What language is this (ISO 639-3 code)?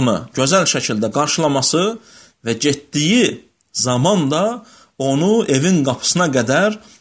aze